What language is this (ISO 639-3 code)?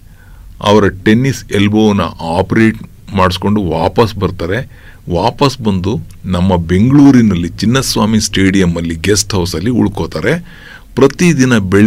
kan